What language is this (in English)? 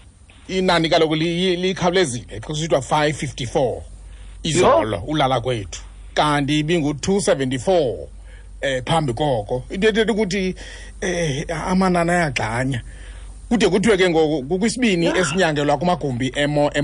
Xhosa